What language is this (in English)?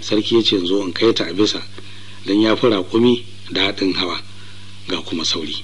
Hausa